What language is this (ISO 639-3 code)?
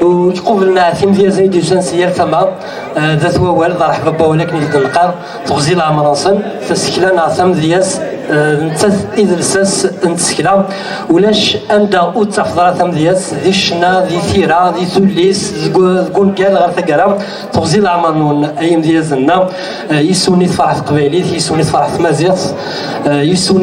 kab